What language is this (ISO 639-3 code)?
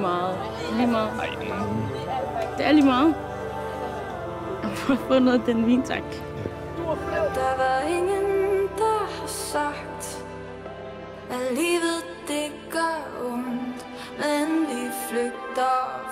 dan